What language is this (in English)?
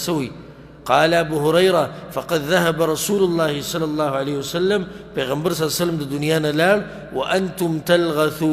Pashto